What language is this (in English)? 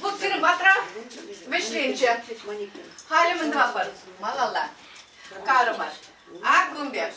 Chuvash